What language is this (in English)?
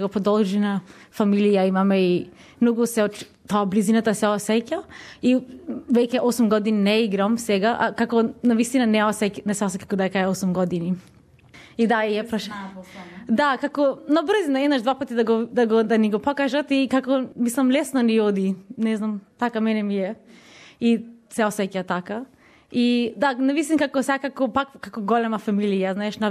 Macedonian